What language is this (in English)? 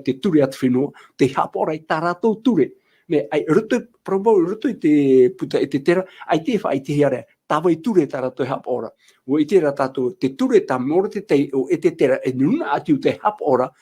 Tahitian